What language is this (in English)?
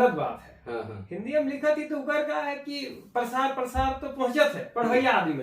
Sadri